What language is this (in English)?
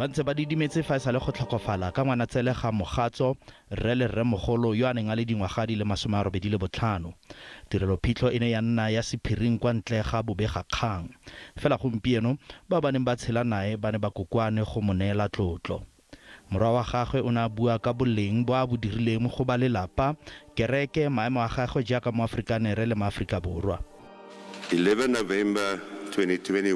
Tswana